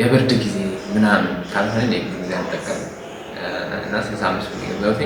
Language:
Amharic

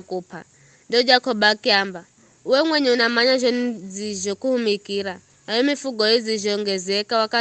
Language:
Giryama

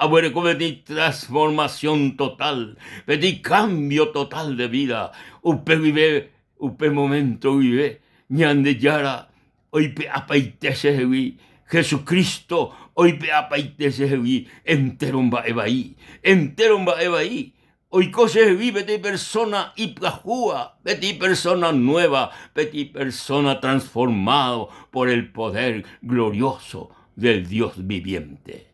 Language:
Guarani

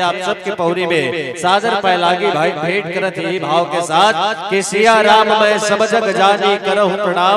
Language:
Chhattisgarhi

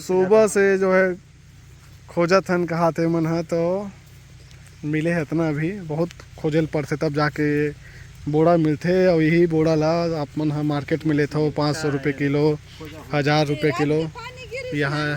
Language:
Chhattisgarhi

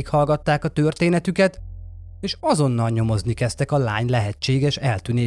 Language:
Hungarian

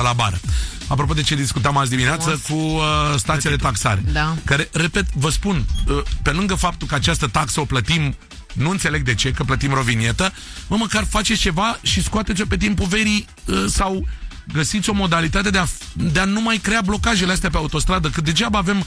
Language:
Romanian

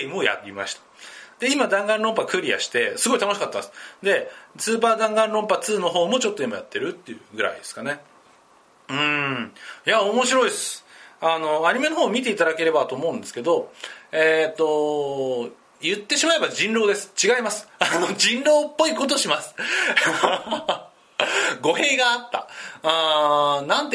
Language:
Japanese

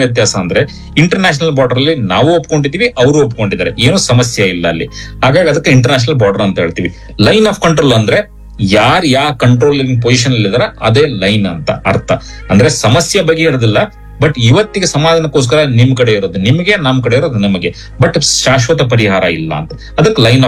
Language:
Kannada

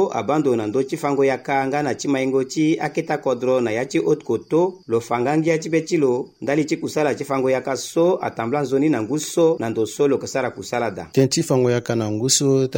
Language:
Sango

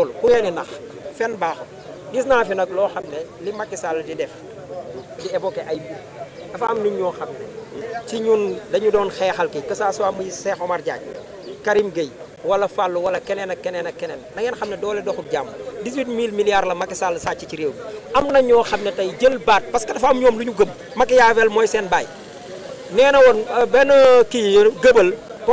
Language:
Wolof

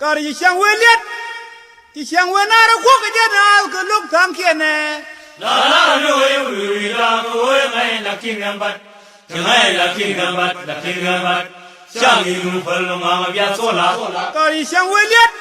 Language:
Nuer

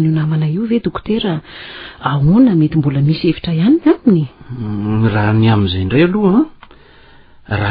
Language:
Malagasy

